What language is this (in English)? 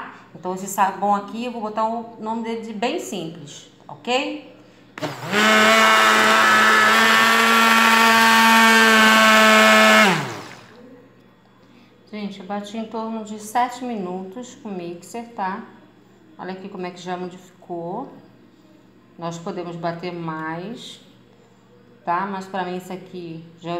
Portuguese